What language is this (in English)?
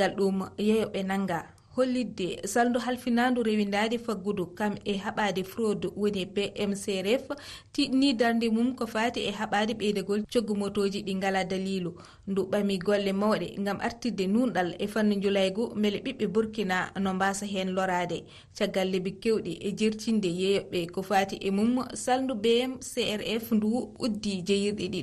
Fula